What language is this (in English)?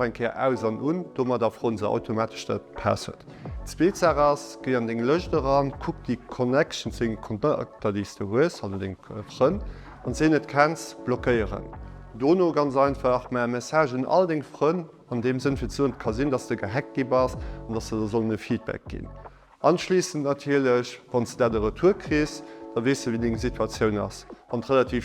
Luxembourgish